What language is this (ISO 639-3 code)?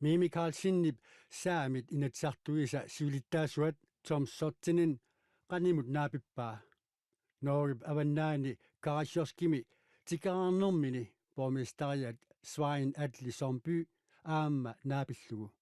kal